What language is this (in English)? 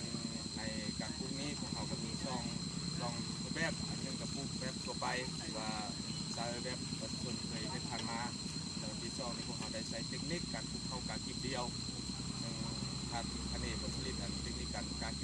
Lao